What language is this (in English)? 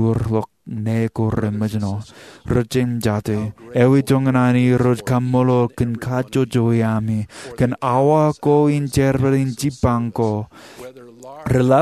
Marshallese